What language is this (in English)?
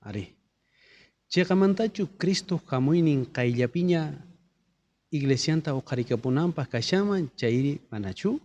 South Bolivian Quechua